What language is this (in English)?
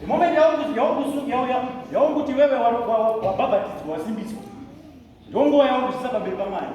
Shona